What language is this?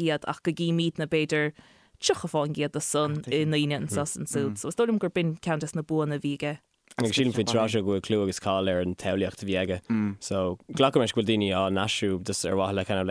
Irish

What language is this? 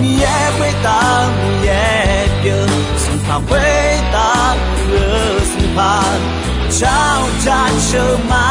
Akha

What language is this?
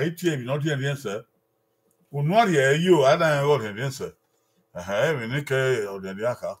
Bini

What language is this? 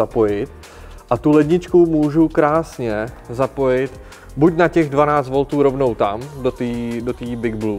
Czech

